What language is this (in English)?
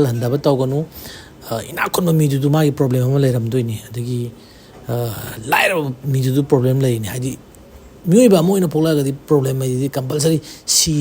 Manipuri